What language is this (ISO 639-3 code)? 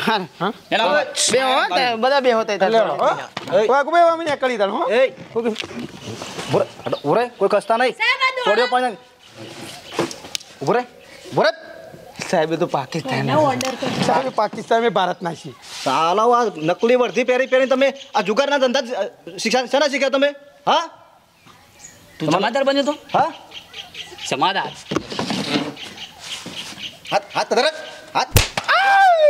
guj